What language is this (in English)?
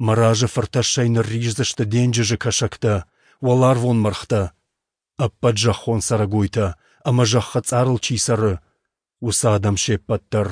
Ossetic